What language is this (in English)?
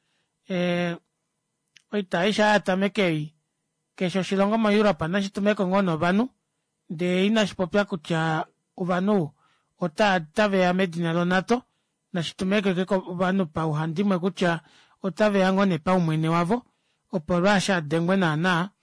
Kuanyama